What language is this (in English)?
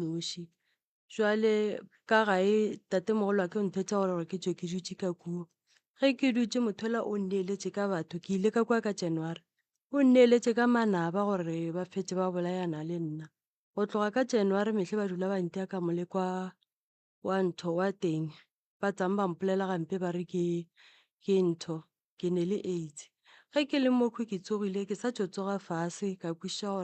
Northern Sotho